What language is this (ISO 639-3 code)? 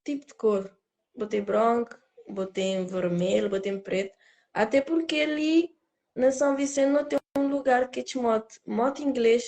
kea